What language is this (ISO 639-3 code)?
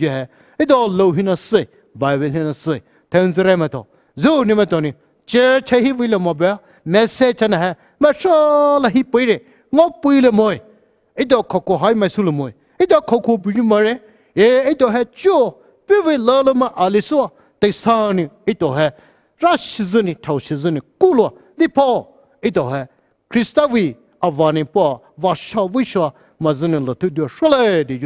pmx